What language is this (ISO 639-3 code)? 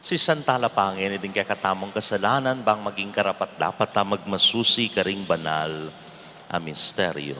pam